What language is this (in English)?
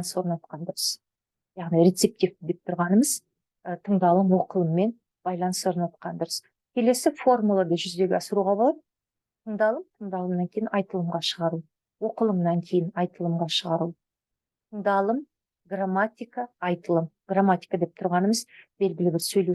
Kazakh